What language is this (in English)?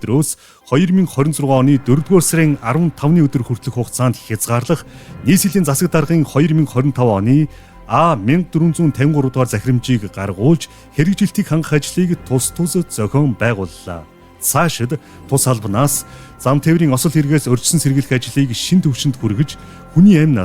Mongolian